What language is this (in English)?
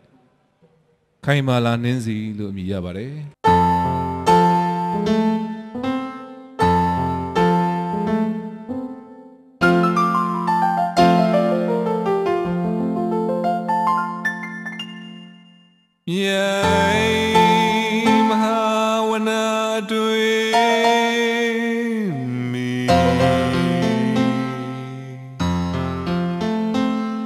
Burmese